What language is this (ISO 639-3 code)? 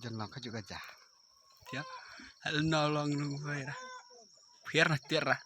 kha